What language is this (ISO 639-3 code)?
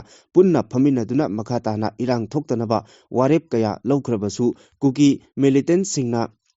mni